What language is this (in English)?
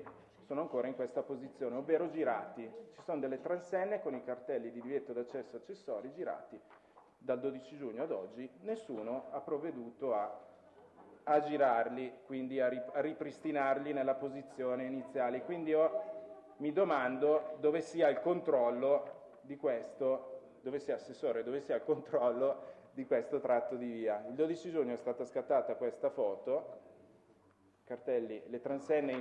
Italian